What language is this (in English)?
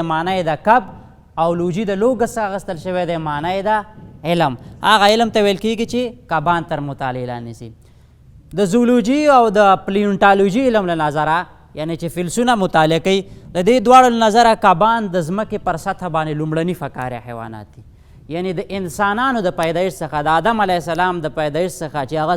Pashto